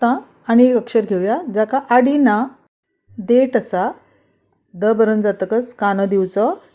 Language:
Konkani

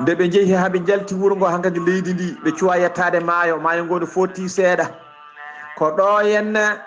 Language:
Fula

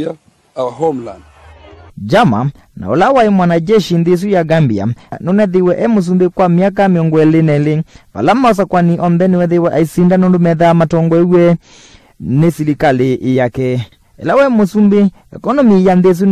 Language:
Kamba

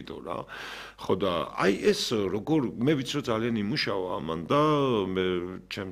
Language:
Georgian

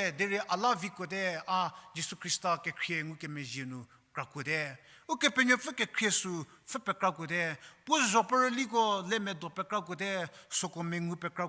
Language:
Angami Naga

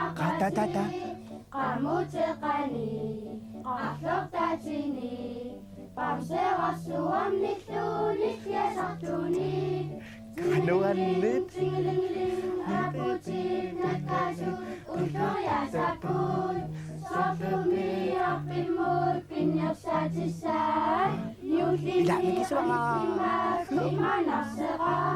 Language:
Kalaallisut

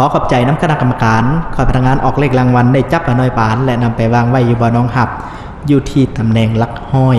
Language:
Lao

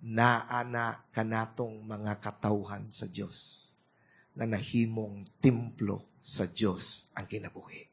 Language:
Cebuano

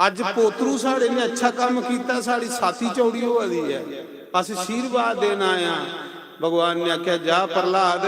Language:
Dogri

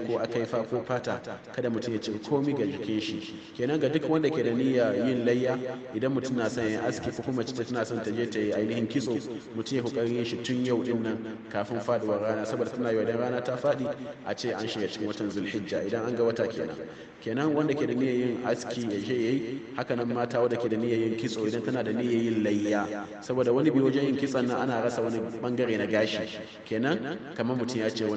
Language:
Hausa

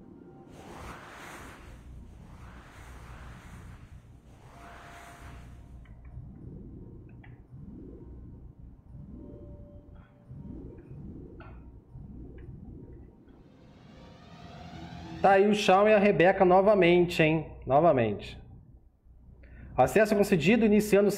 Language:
Portuguese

